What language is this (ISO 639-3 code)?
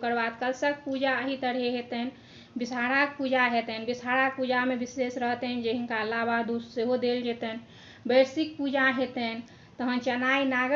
mai